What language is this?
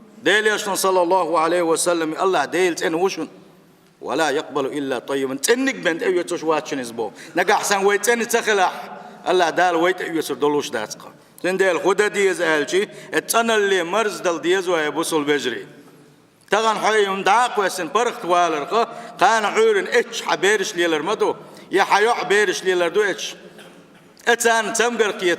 Chechen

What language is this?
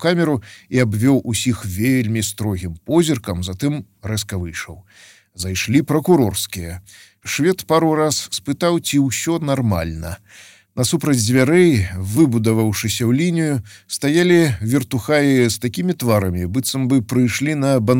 Belarusian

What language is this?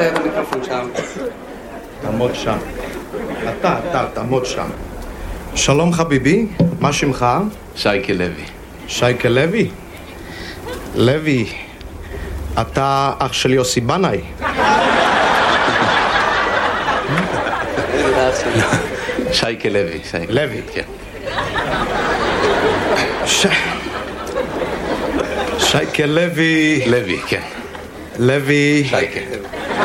Hebrew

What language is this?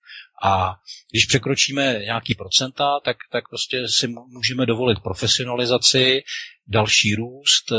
Czech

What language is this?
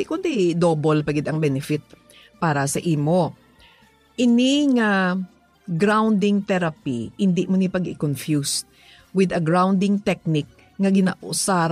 Hiligaynon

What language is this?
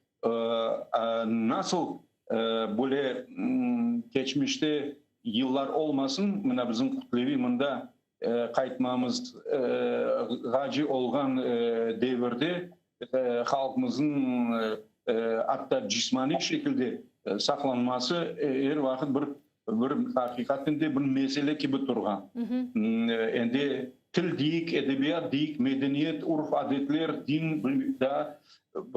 Crimean Tatar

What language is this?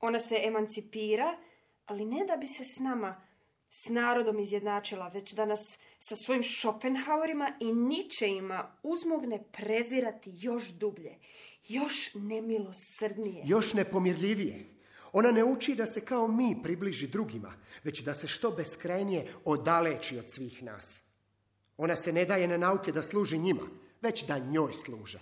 Serbian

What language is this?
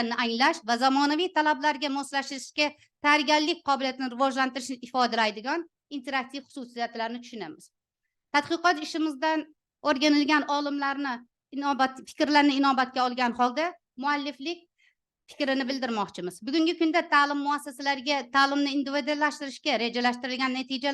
Uzbek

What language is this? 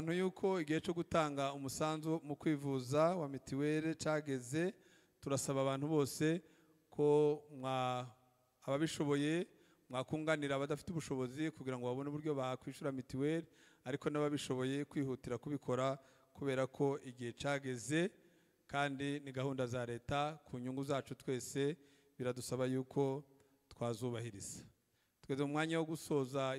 Kinyarwanda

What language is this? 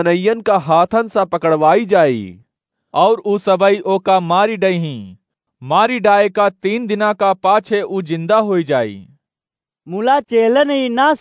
Awadhi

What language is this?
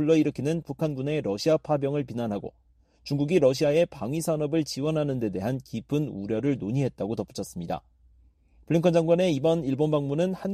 Korean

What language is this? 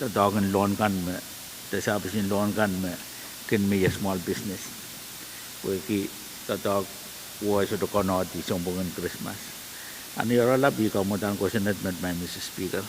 Pohnpeian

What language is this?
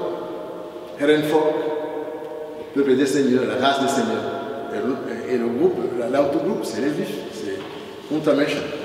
French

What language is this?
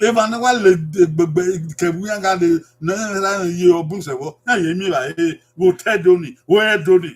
Bini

